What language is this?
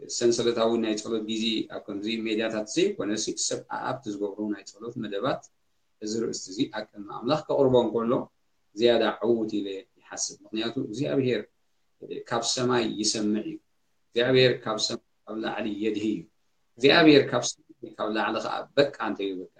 Tigrinya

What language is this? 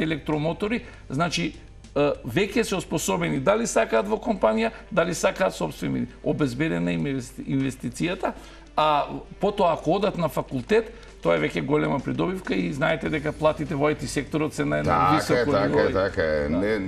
Macedonian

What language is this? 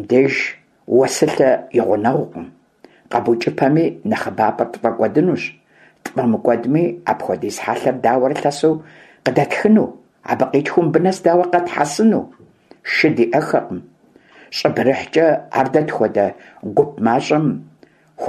Kabardian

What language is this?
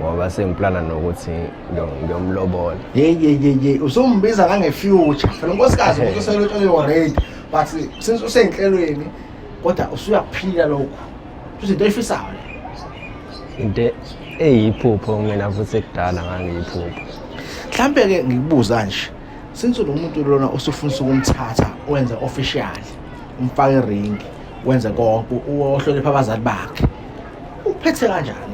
Zulu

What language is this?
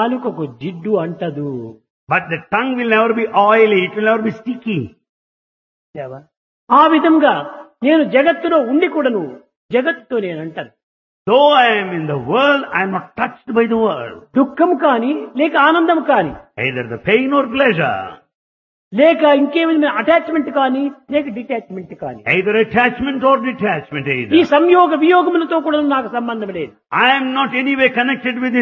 Telugu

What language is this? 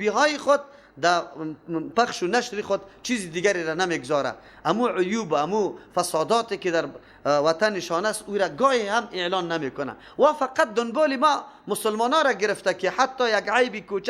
Persian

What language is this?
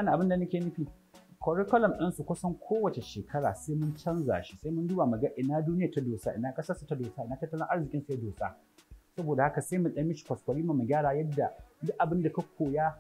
Hausa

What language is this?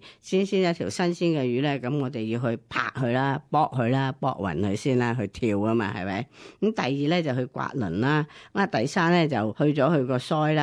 Cantonese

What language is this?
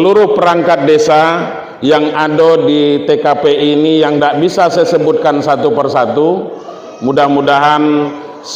Minangkabau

